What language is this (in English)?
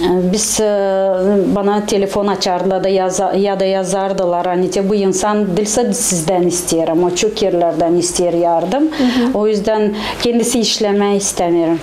Gagauz